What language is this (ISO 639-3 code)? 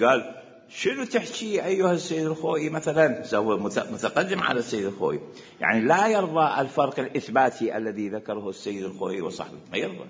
acm